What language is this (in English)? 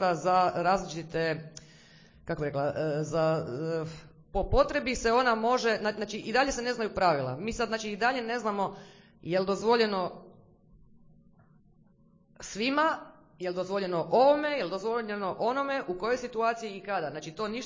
Croatian